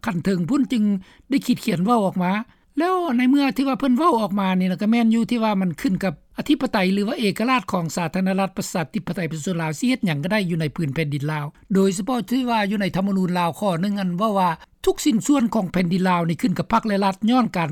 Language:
Lao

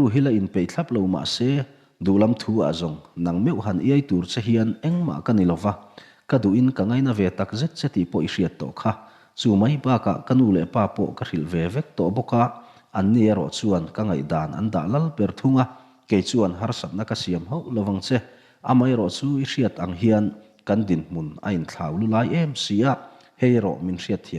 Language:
Mizo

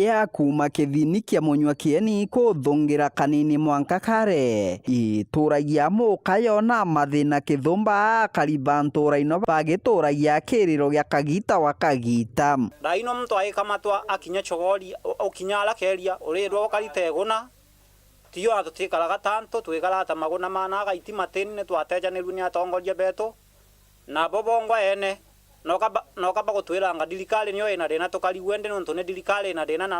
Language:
Meru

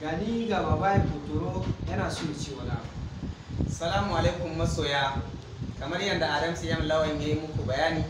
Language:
Hausa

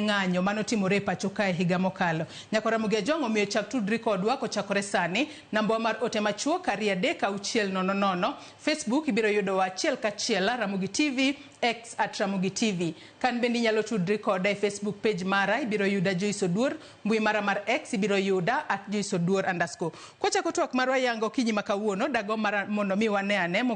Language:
Luo (Kenya and Tanzania)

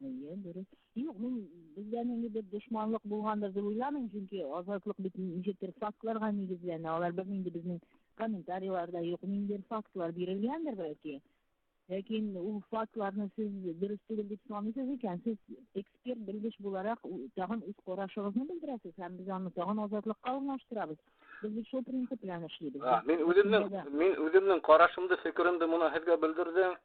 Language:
Bashkir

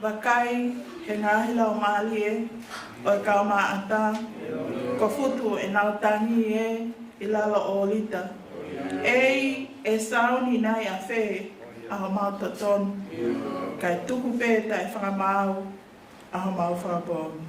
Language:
Tongan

